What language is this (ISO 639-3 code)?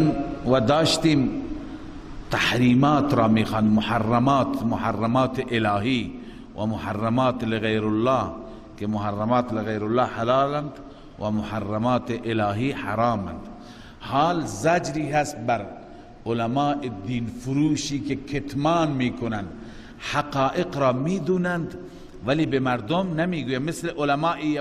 fas